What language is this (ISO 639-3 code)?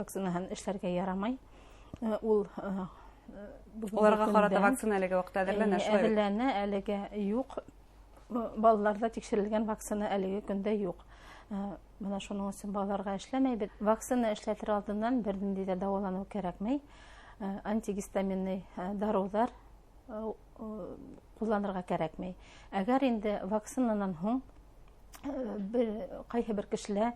bak